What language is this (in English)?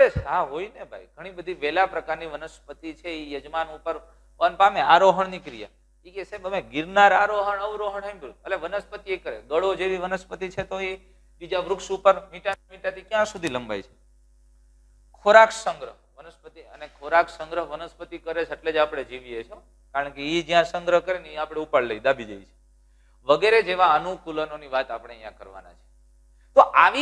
Gujarati